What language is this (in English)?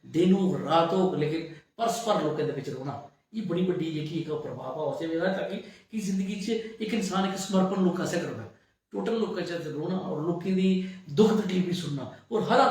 Dogri